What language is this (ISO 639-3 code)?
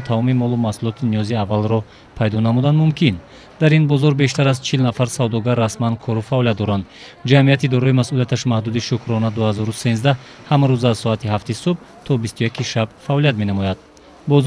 tgk